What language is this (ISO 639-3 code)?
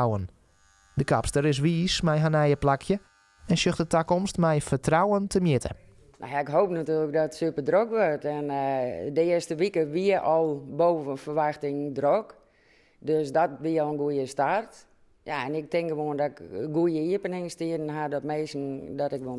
fry